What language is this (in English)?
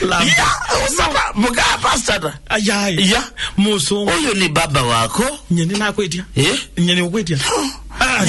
Kamba